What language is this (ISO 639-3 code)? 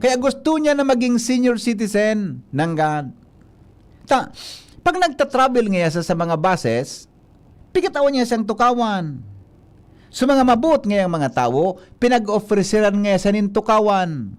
bik